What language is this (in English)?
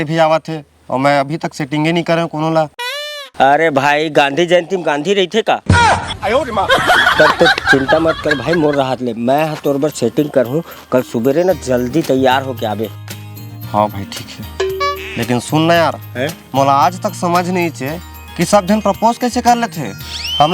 Chhattisgarhi